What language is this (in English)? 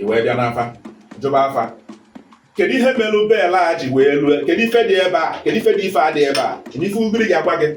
Igbo